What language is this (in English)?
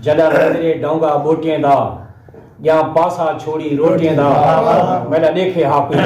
Saraiki